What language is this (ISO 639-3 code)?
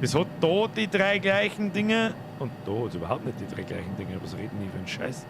bar